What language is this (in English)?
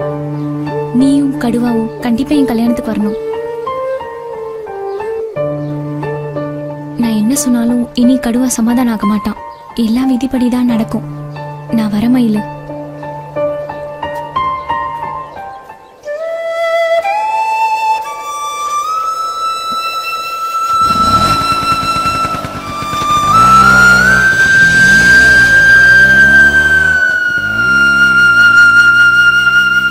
Tamil